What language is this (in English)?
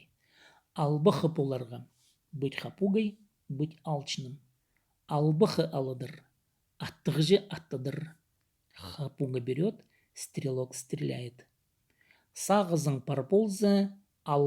Khakas